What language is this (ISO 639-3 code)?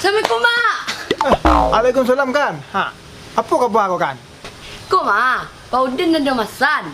min